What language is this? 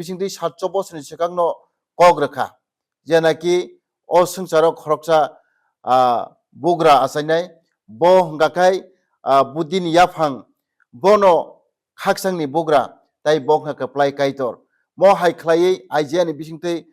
Kok Borok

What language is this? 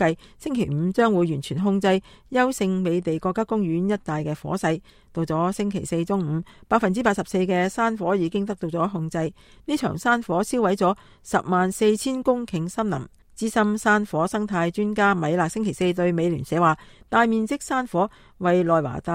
Cantonese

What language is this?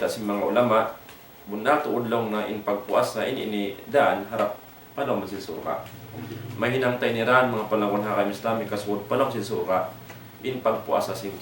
Tausug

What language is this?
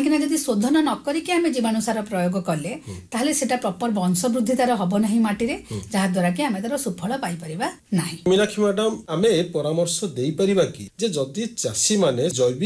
Odia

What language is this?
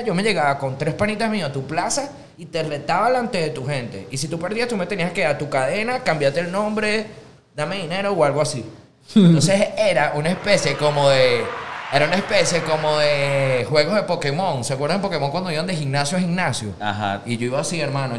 Spanish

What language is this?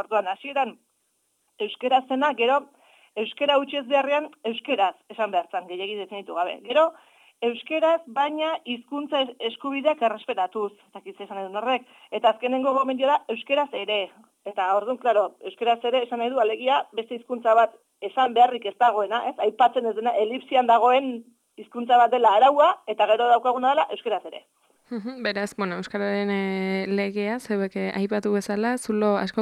Basque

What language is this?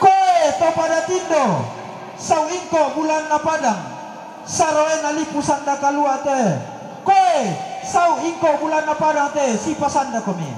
Toraja-Sa'dan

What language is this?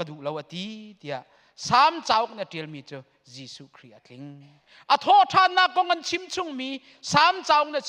Hakha Chin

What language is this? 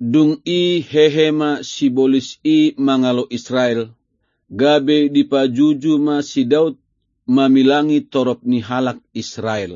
Batak Toba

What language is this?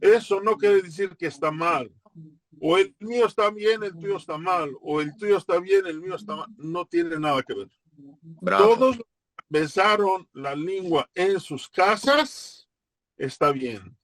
Ladino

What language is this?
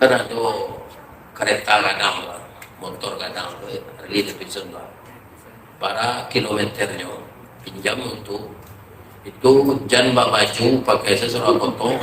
Minangkabau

